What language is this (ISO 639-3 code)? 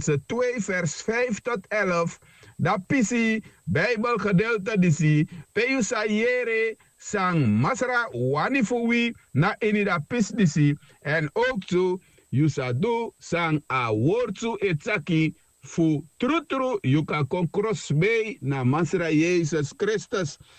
srn